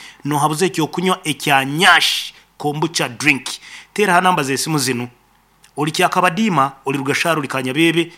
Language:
Nyoro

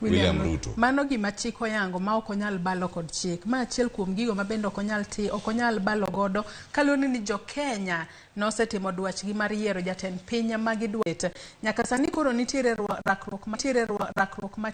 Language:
Luo (Kenya and Tanzania)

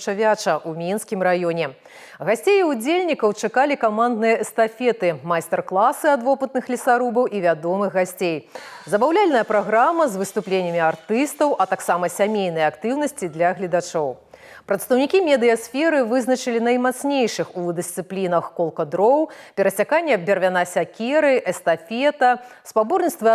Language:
Belarusian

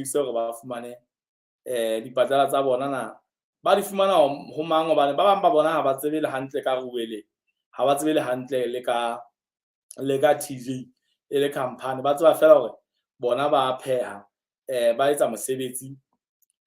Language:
Southern Sotho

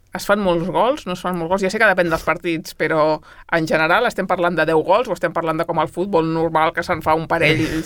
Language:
Catalan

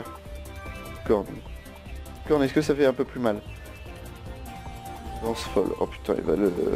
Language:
French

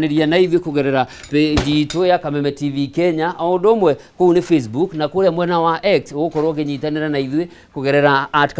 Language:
Kikuyu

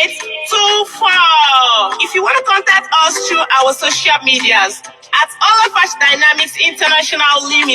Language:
Yoruba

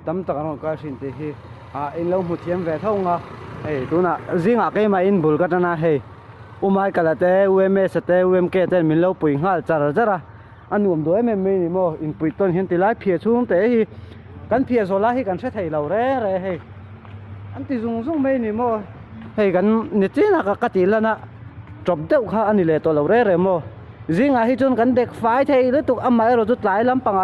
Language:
Mizo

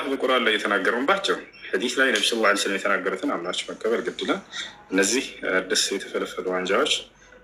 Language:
Amharic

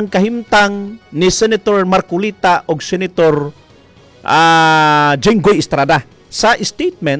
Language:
Cebuano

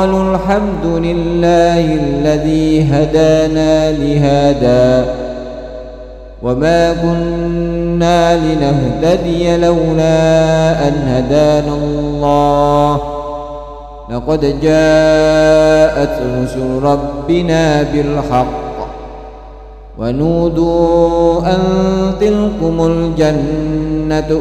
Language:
Arabic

